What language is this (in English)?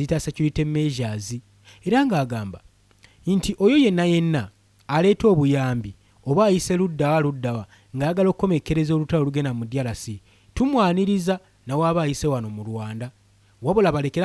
Ganda